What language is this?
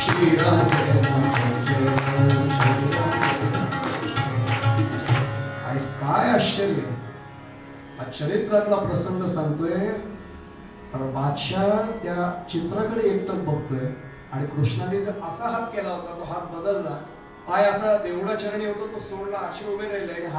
Marathi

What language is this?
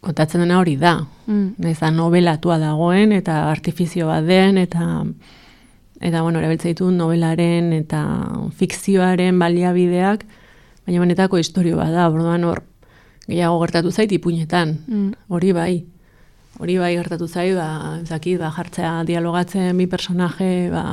Basque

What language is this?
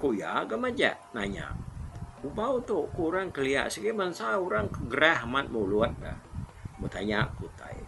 Iban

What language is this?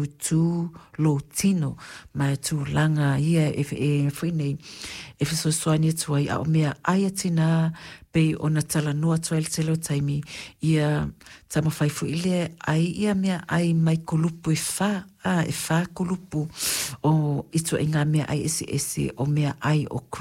Samoan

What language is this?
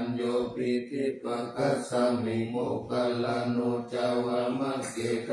Pali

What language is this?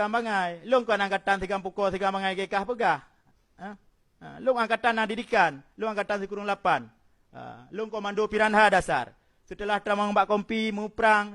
Achinese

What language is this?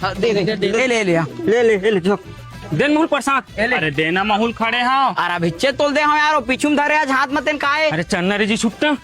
Chhattisgarhi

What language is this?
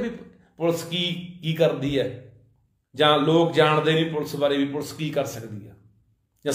Punjabi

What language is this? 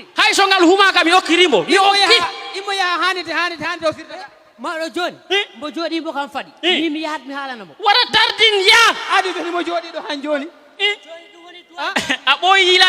Fula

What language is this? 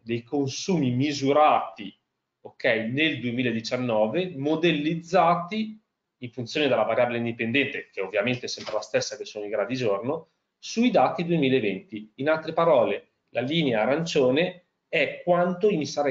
Italian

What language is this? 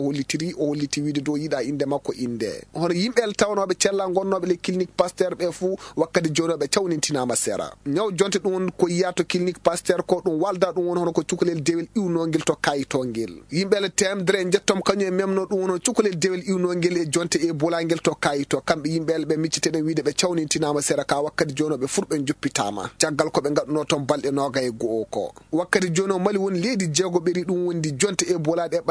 Fula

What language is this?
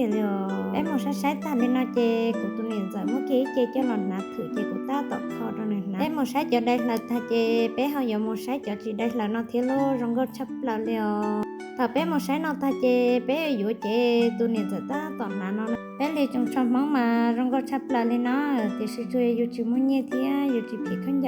Hmong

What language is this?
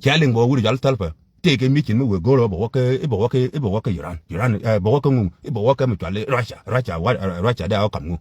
Nuer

